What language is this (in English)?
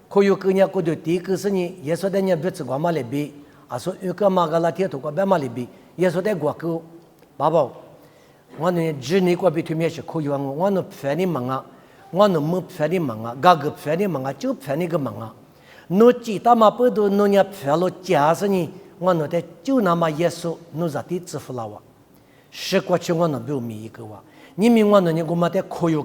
Lisu